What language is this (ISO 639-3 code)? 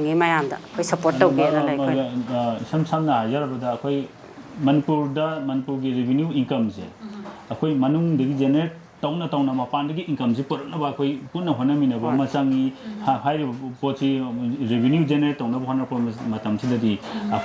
mni